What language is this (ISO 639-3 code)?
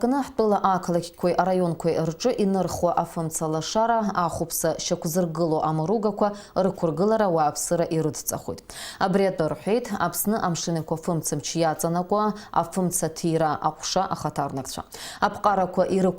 abk